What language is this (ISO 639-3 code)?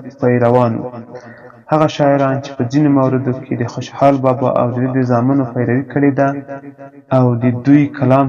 pus